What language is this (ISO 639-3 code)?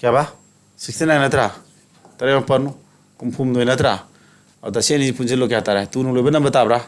mni